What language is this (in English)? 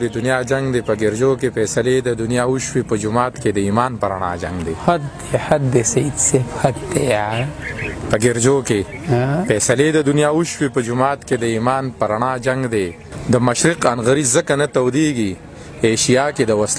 Pashto